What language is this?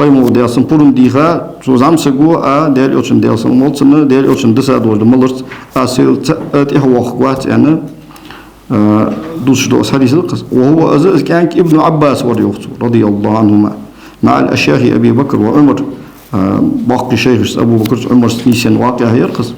Ingush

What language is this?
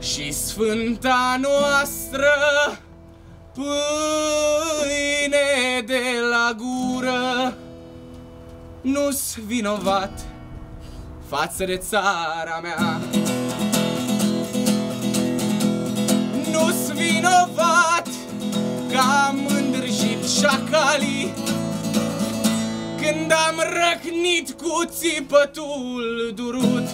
Romanian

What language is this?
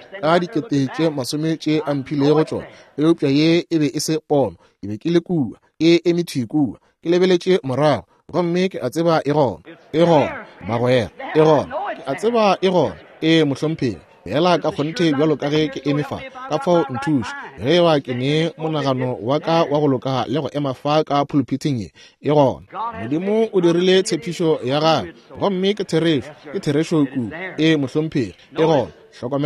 Northern Sotho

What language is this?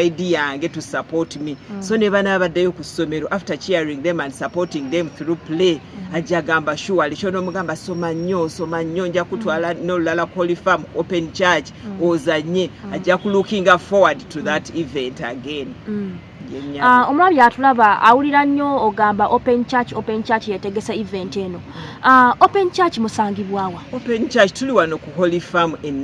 Ganda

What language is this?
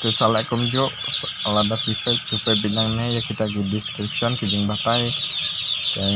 Khasi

